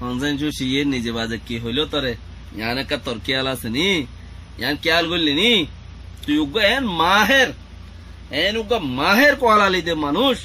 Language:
Rohingya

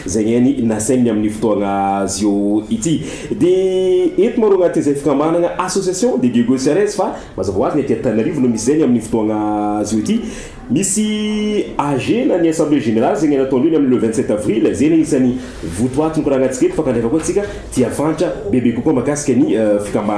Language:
Malagasy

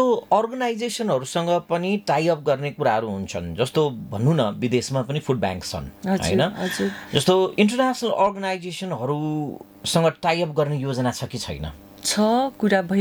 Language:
Nepali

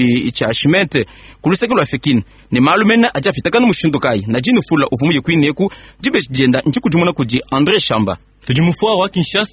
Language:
Luba-Lulua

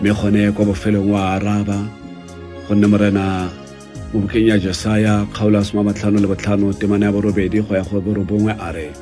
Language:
Tswana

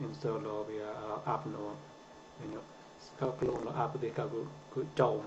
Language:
Mon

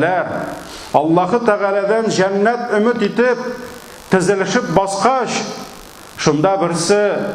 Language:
Tatar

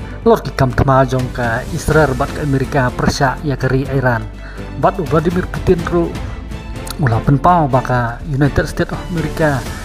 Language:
Khasi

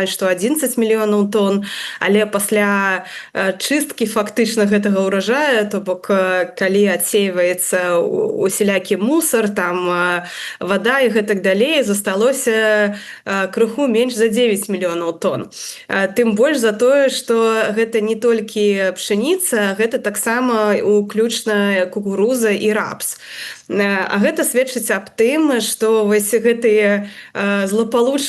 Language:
Belarusian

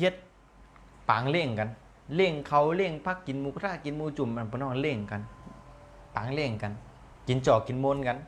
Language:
Shan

